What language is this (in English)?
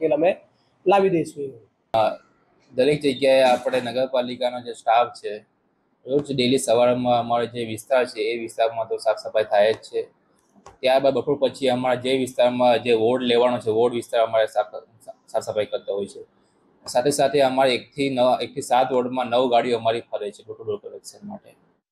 Gujarati